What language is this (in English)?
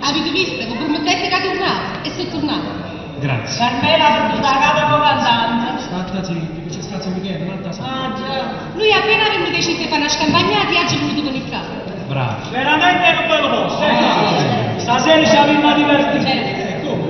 Neapolitan